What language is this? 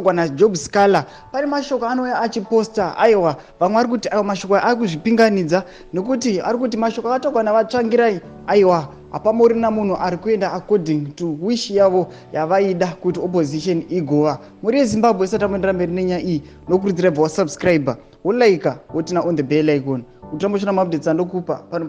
Shona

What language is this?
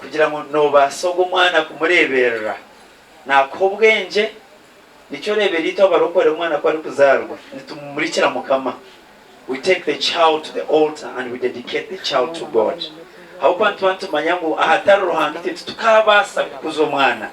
Nyankole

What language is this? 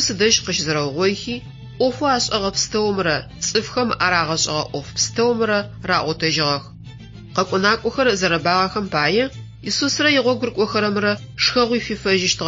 Adyghe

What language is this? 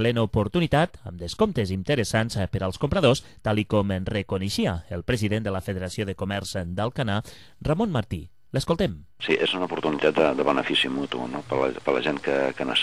Catalan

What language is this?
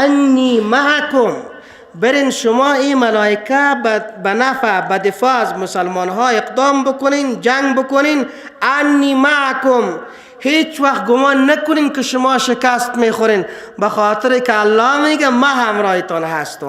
Persian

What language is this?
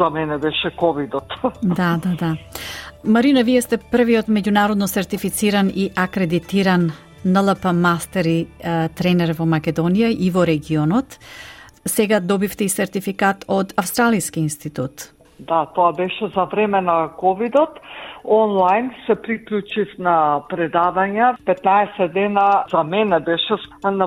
Macedonian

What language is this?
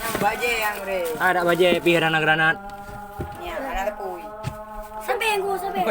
Achinese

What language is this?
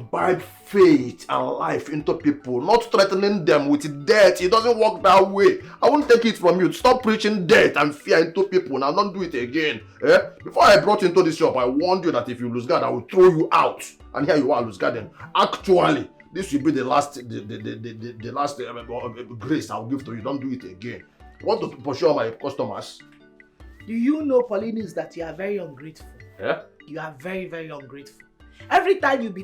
Nigerian Pidgin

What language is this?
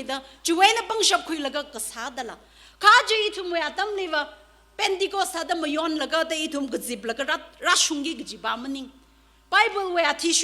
Tangkhul Naga (India)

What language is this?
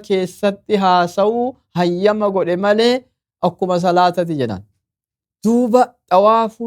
Oromo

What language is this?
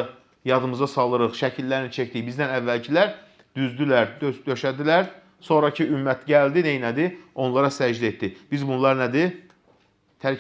Azerbaijani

